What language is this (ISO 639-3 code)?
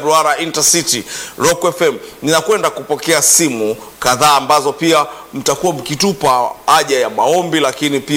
swa